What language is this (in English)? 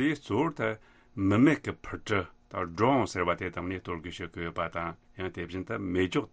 Tibetan